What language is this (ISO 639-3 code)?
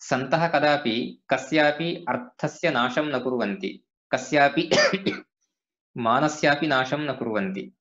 san